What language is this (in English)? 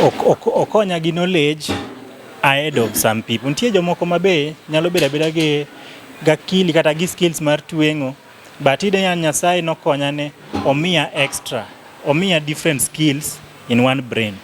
Luo (Kenya and Tanzania)